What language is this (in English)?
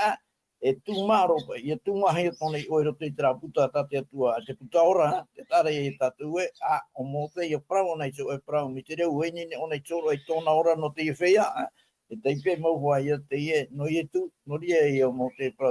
Tahitian